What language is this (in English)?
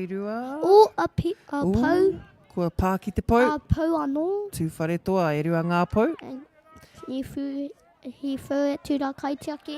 Māori